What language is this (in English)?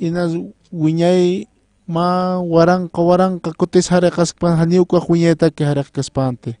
Aymara